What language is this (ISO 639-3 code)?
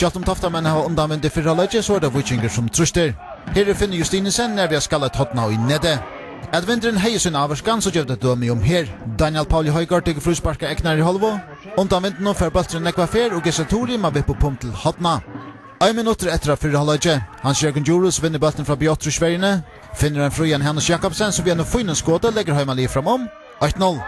fao